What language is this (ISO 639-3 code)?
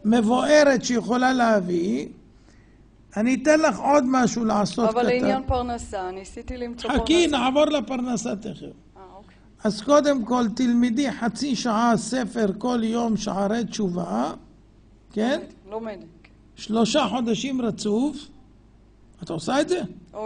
heb